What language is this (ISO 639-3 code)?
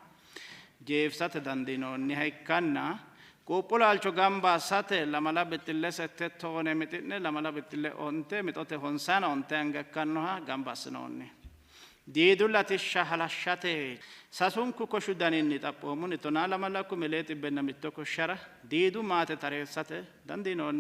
sid